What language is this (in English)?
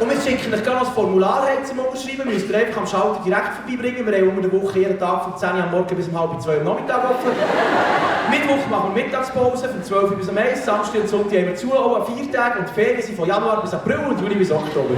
Swiss German